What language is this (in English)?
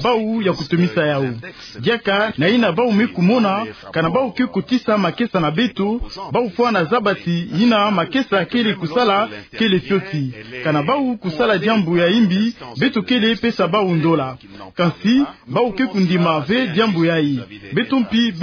Kituba (Democratic Republic of Congo)